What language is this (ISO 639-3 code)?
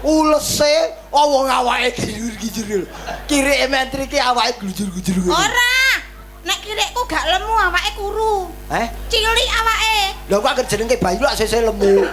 jav